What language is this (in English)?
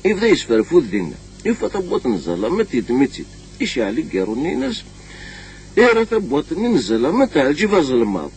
Kabyle